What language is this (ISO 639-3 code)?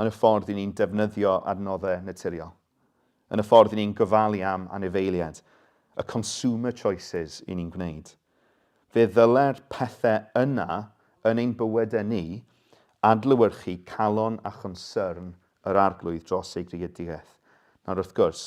cym